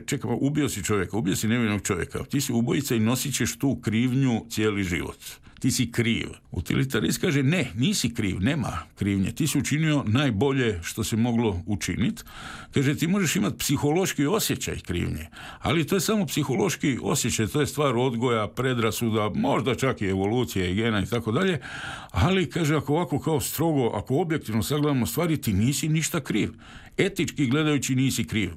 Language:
Croatian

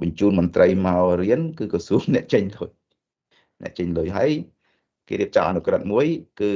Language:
Khmer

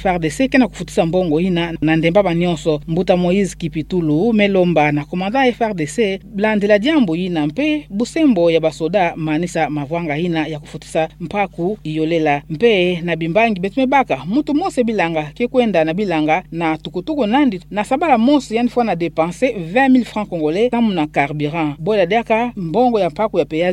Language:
Kituba (Democratic Republic of Congo)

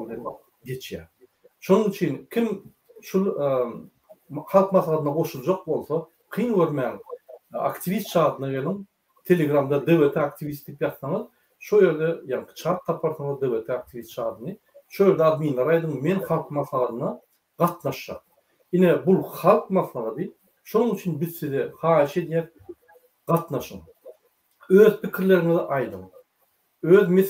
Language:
Turkmen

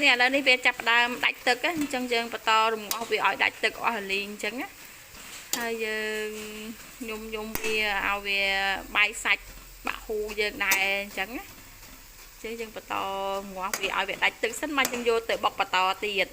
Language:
Khmer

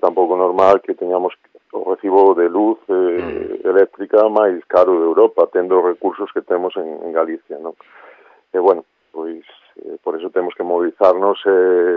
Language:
Galician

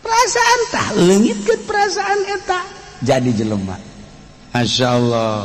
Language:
Sundanese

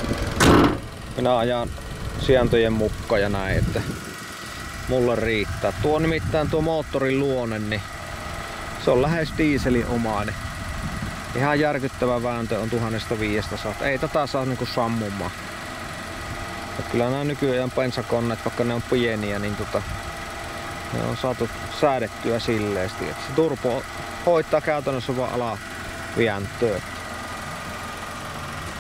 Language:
Finnish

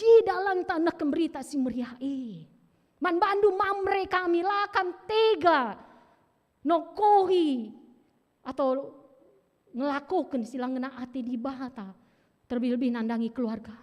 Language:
Batak Karo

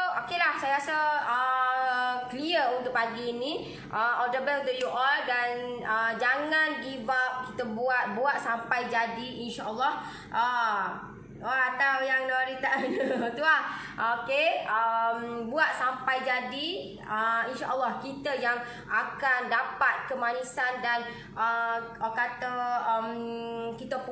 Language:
Malay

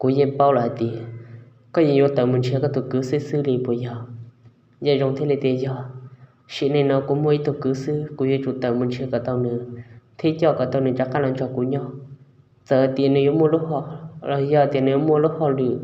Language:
Hmong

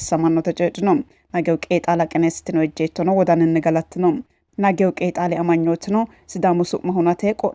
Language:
Sidamo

